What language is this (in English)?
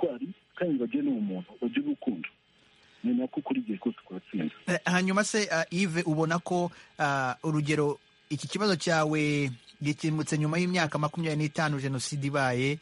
Kinyarwanda